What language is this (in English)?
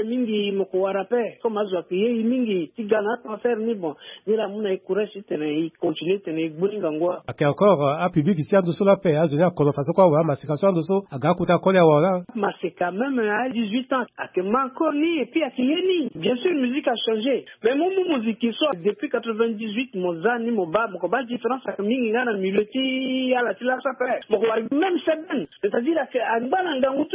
Sango